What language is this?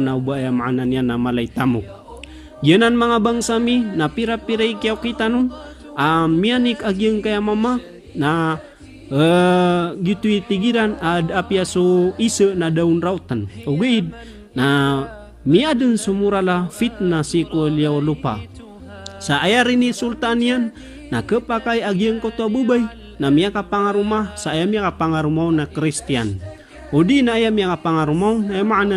Maranao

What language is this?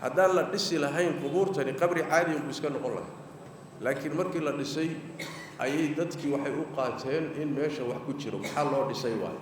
Somali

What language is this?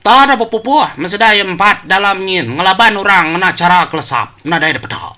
Iban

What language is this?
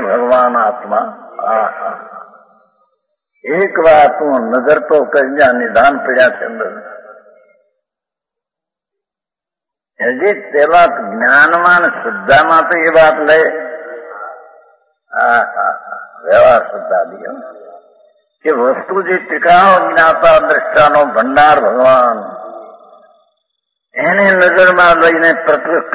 Gujarati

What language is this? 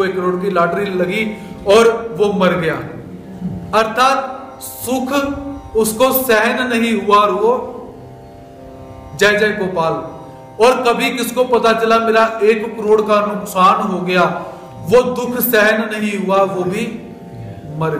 Hindi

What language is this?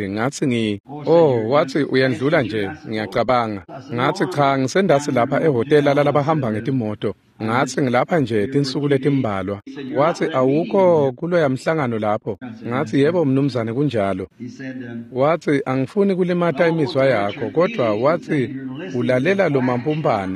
Swati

